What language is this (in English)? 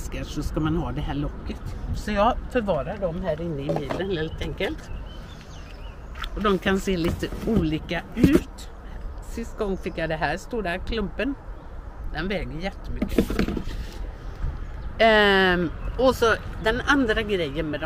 Swedish